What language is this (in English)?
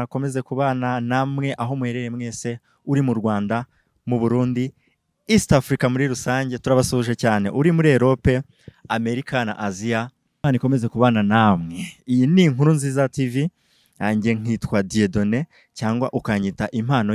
Kinyarwanda